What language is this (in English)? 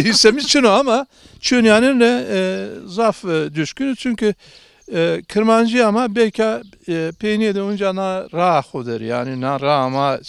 Zaza